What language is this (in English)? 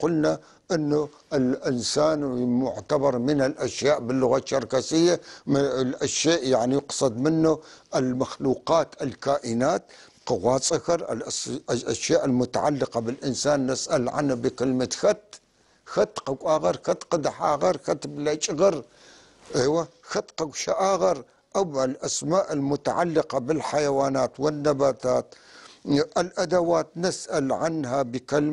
North Levantine Arabic